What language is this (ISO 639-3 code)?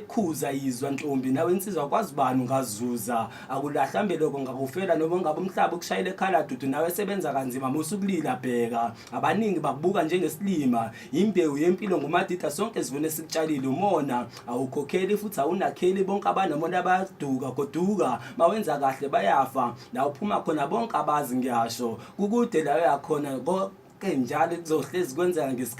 zul